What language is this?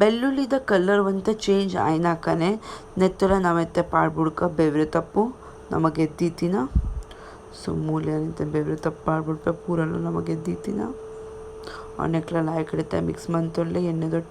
Tulu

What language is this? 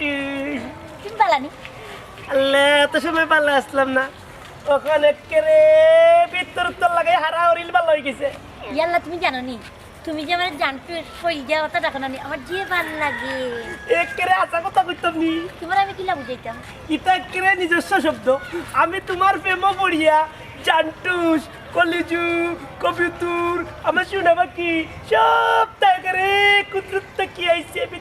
Sylheti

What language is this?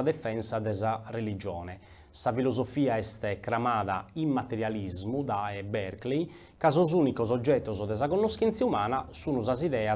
Sardinian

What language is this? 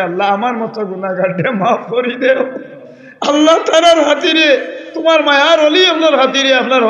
Sylheti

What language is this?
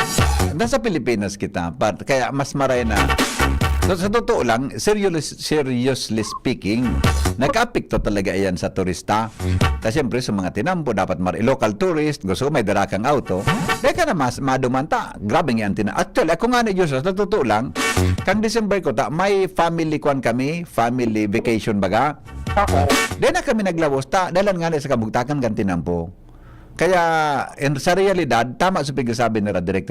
Bikol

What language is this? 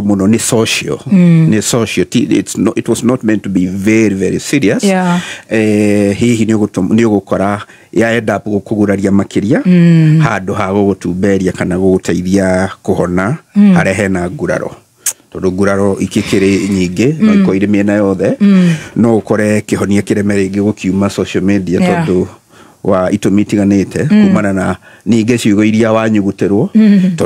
Kikuyu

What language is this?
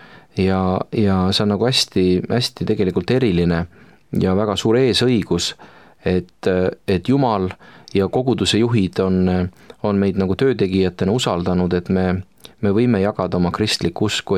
Estonian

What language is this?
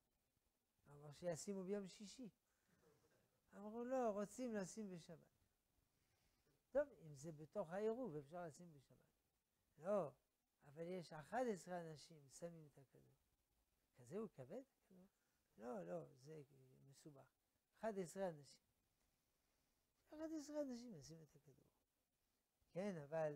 Hebrew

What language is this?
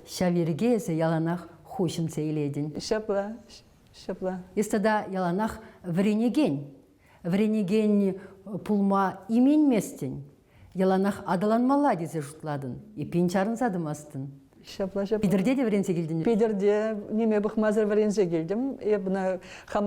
Chuvash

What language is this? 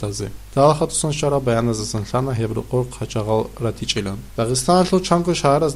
Avaric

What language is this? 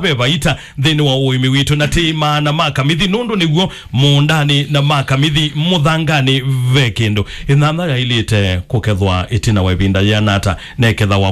Kamba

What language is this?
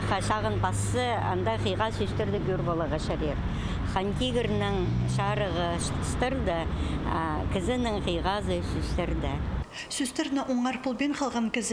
Khakas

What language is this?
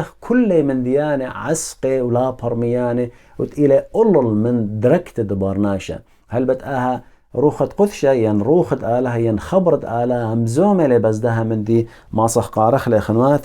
Assyrian Neo-Aramaic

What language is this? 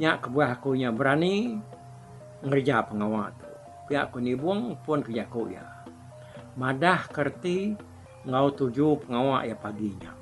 Iban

